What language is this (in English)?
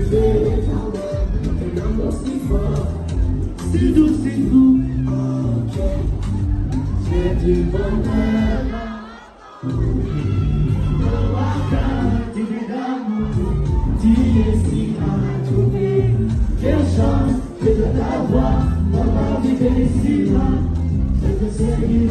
Kinyarwanda